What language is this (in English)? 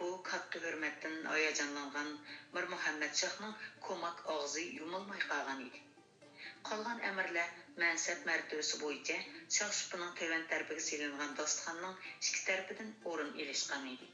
Uyghur